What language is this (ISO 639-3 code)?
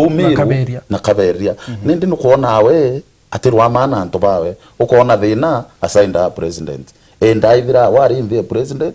mer